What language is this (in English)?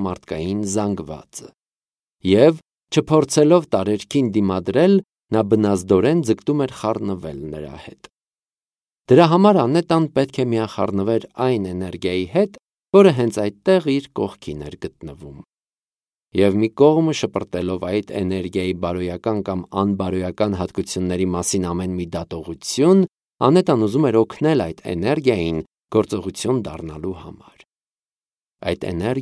Armenian